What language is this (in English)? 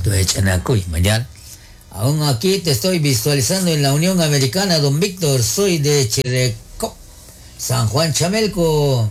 Kekchí